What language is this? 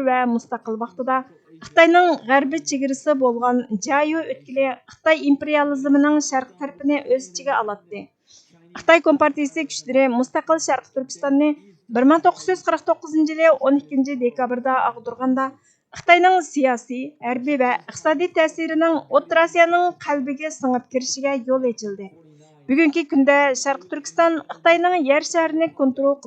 Uyghur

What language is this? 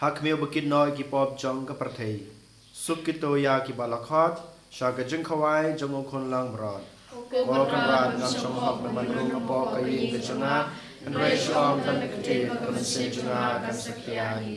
Khasi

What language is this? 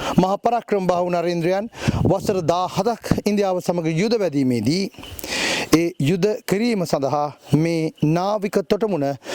Sinhala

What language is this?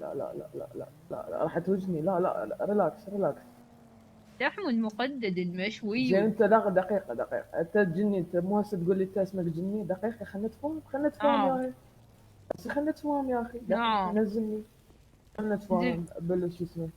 Mesopotamian Arabic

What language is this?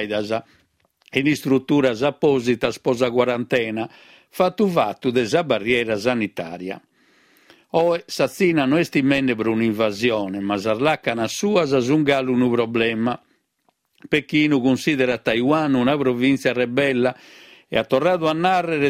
Sardinian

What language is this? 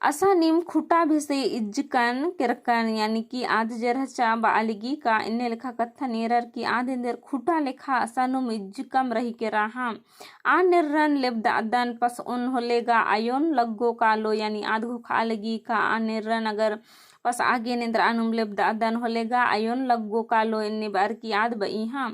Kurukh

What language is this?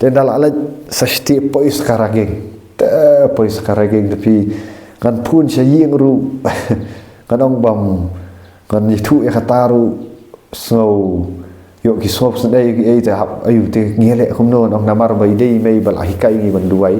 Khasi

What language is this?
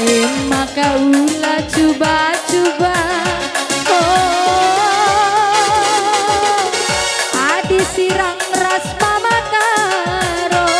Batak Karo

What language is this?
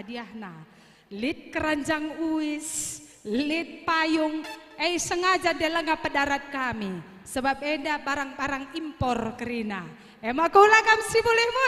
Batak Karo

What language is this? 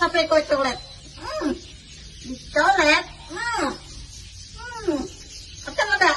Banjar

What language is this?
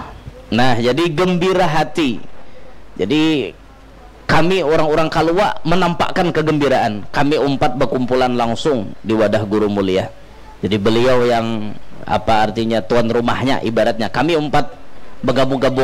Banjar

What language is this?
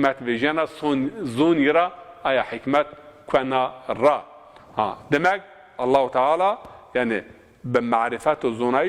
Zaza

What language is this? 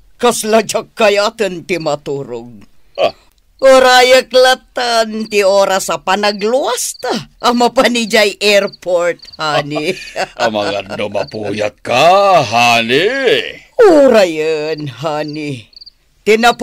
Iloko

